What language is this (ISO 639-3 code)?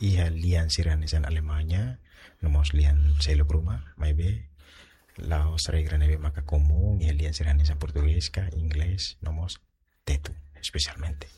tet